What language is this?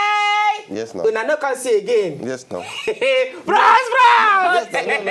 Nigerian Pidgin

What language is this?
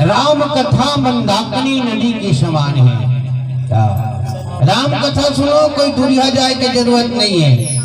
Chhattisgarhi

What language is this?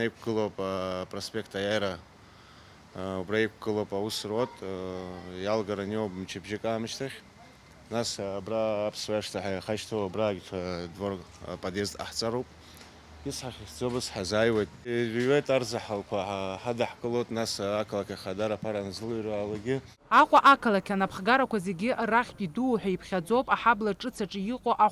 Abkhazian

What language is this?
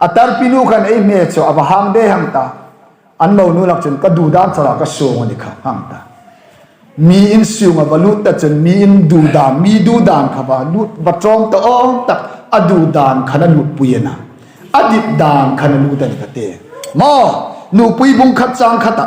Hmar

